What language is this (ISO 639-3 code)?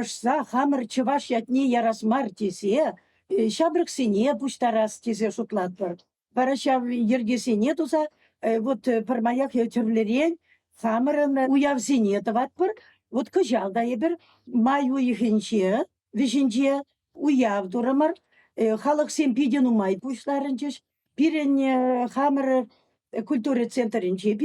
chv